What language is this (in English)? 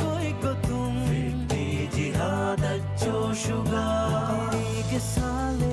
Divehi